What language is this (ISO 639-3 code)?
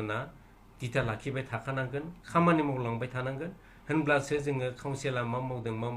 brx